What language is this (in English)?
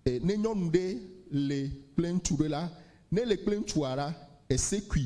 Ewe